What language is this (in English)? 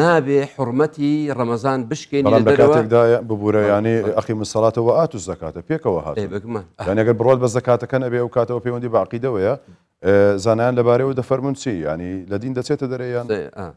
Central Kurdish